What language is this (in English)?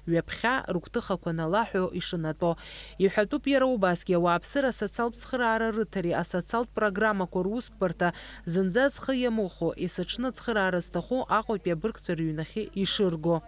Abkhazian